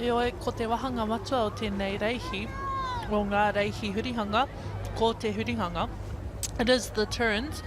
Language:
Māori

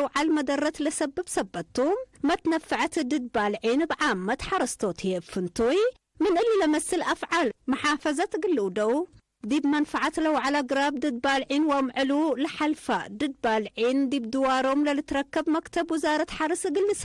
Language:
Tigre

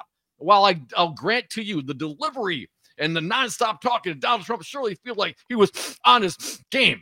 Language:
English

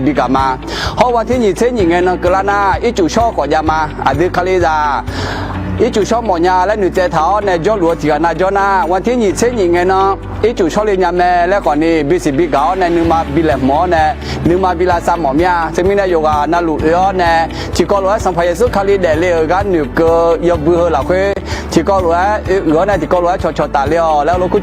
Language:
Akha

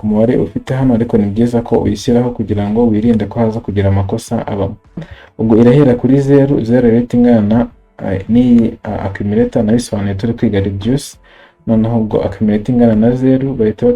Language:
Kinyarwanda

